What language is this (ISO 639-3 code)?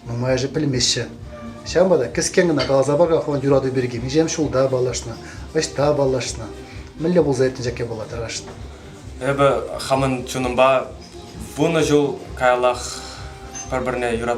chv